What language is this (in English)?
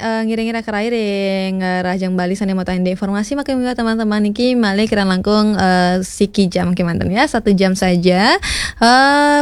Balinese